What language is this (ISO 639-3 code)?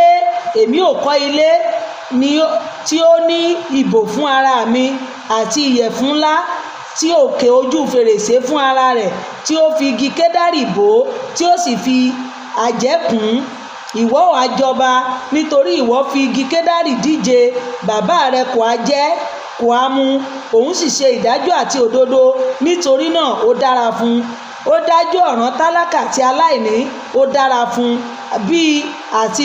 yor